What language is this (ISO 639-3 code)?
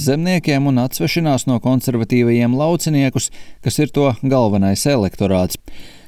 lav